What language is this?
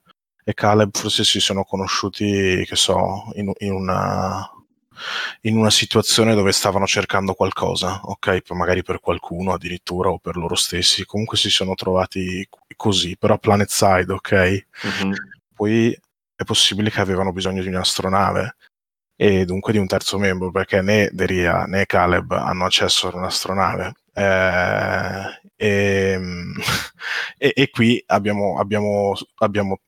Italian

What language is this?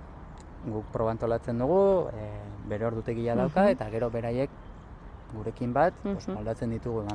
Basque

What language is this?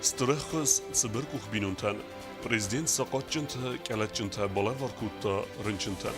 Ossetic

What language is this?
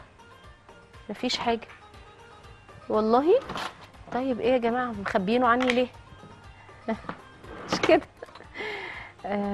Egyptian Arabic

